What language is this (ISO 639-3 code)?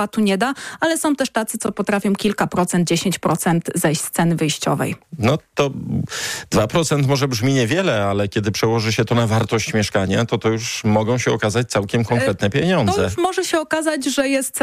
pol